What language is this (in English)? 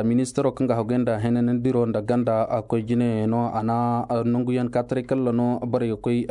Koyraboro Senni